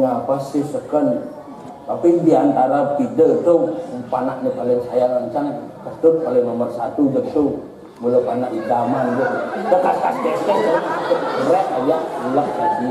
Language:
Balinese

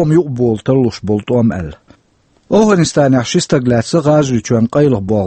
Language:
Chechen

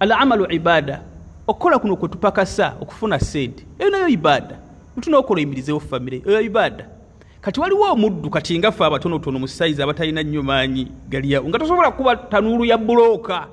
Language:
Ganda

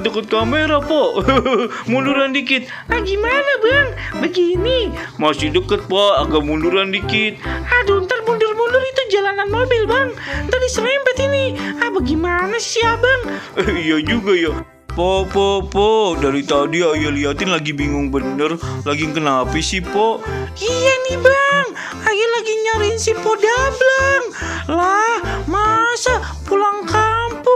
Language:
Betawi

